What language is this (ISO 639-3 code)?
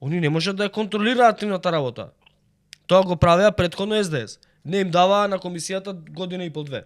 mkd